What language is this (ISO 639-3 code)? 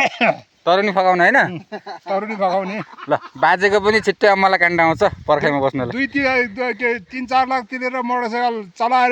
nep